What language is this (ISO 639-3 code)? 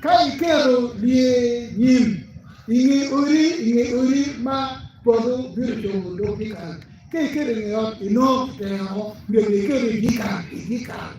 ach